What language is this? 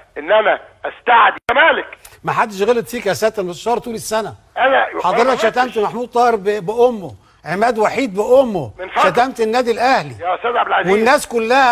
Egyptian Arabic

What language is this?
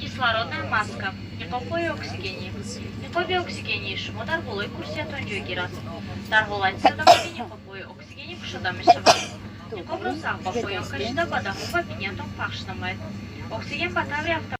Tajik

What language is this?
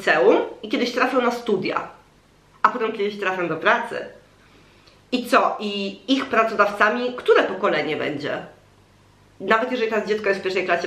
Polish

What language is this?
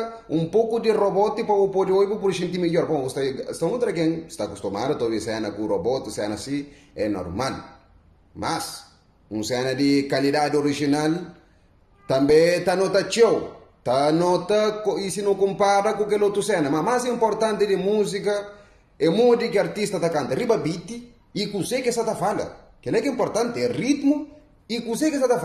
Kabuverdianu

